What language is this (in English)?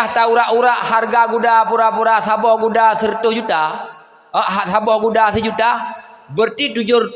Achinese